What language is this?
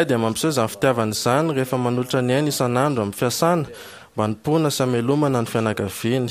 Malagasy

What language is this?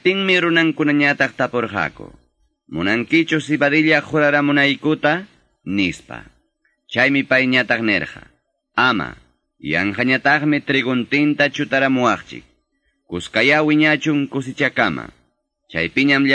Quechua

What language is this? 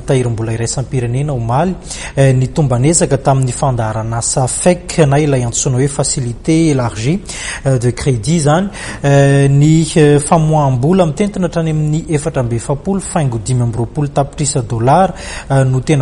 Malagasy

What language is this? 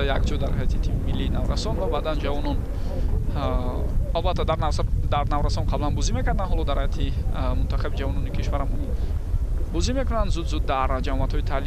Tajik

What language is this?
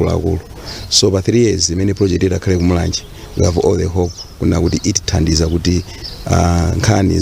Nyanja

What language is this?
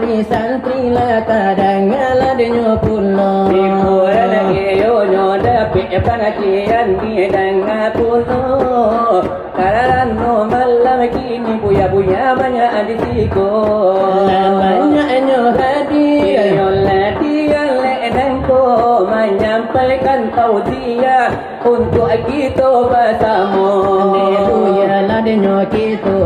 Minangkabau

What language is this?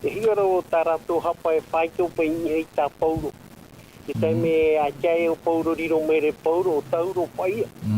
Tahitian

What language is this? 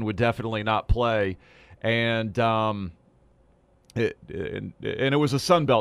English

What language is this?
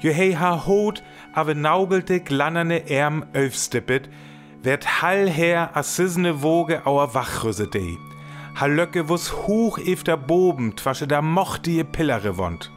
Northern Frisian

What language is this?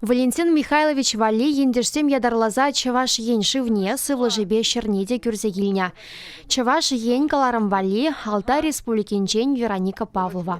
Chuvash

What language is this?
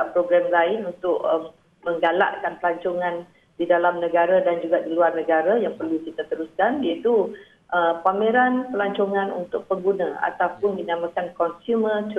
Malay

